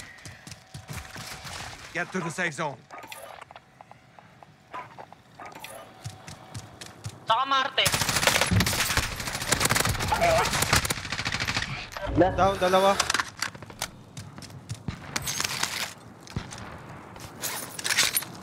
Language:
Filipino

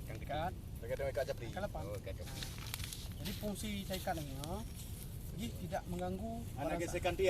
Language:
Achinese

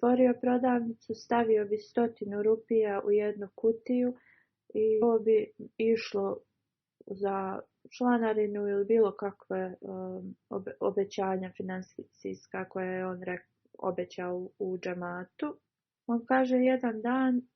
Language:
Bosnian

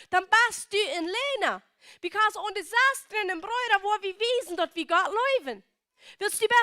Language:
Plautdietsch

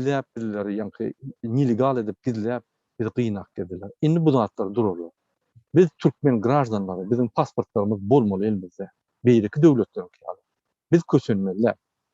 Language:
Turkmen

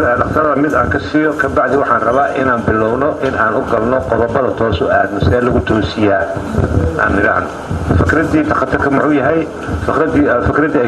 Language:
Somali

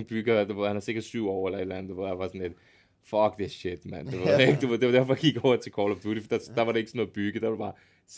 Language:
Danish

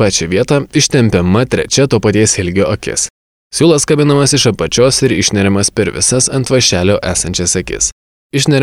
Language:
Lithuanian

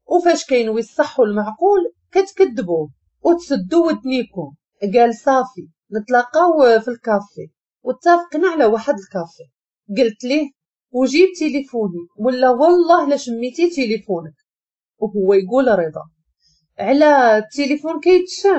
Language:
Moroccan Arabic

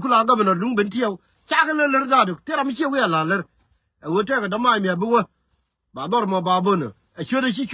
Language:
Nuer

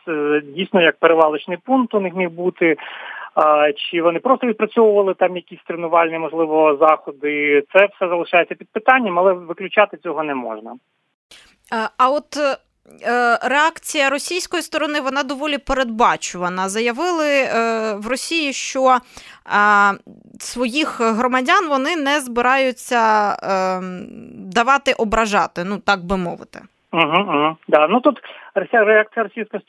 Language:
Ukrainian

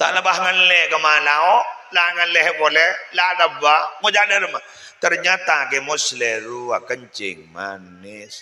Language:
Madurese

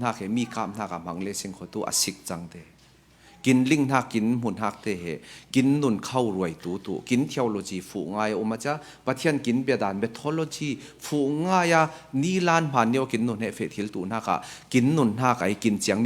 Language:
Falam Chin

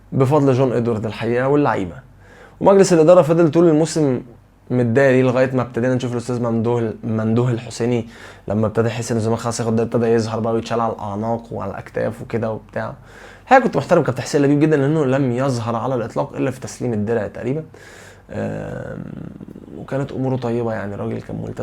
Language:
Egyptian Arabic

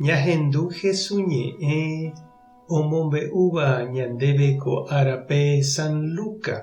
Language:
Guarani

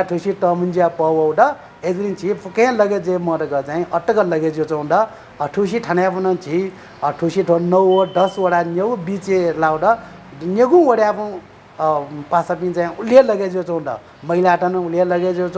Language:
Newari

